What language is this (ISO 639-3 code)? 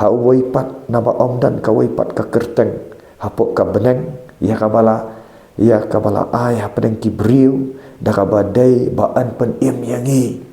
kha